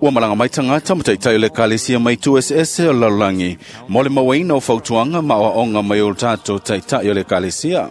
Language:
Samoan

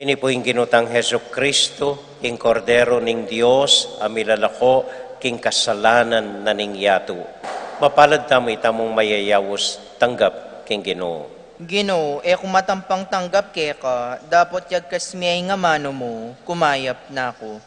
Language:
Pampanga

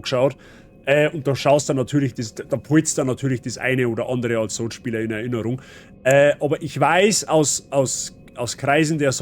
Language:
Bavarian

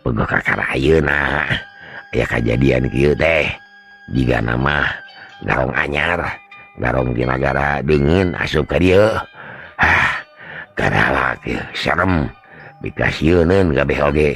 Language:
Sundanese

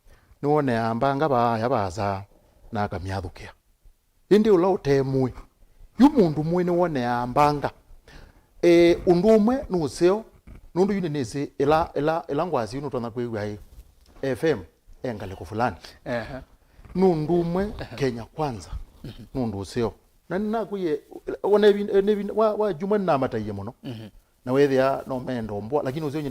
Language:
Kamba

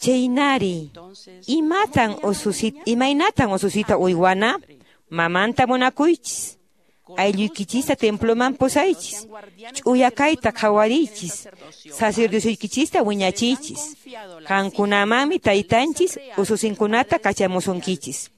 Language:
Quechua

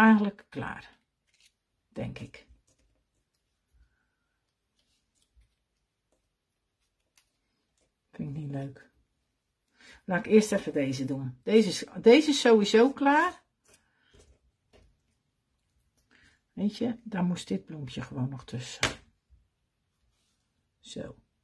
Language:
Dutch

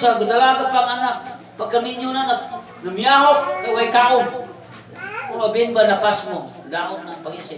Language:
Cebuano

